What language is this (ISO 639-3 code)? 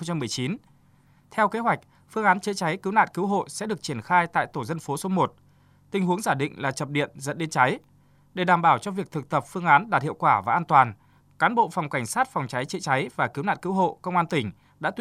vie